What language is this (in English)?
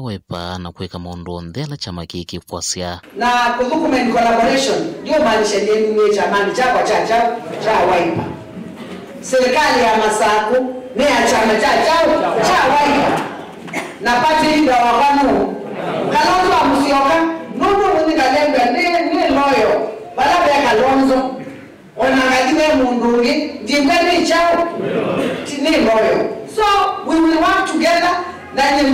Kamba